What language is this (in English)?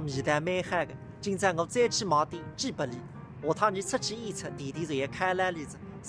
Wu Chinese